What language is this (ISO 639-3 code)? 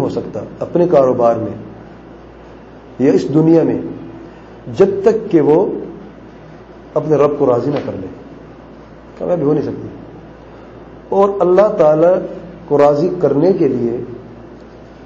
urd